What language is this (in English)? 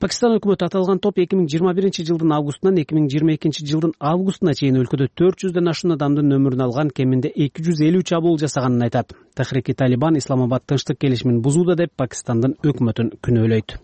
Kyrgyz